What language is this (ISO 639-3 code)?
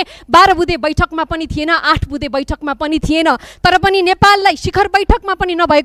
nep